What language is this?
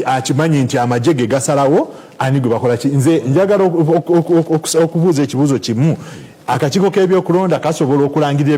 Ganda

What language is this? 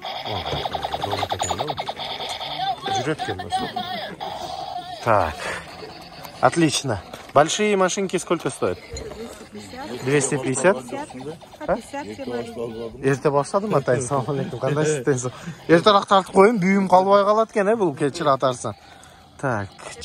Kazakh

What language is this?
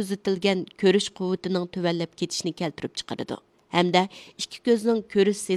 Uyghur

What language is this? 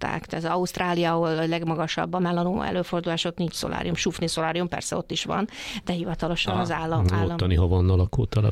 Hungarian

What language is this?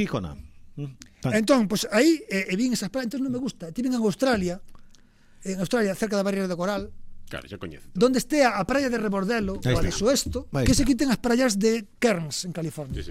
Galician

